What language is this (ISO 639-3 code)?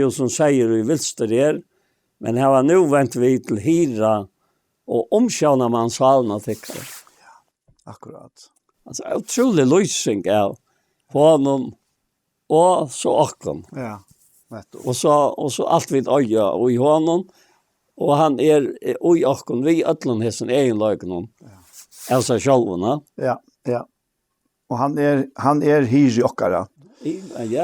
fao